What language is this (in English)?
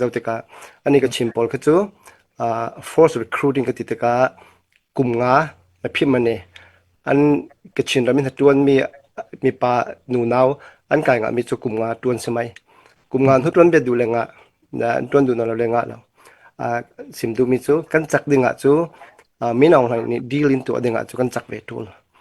Falam Chin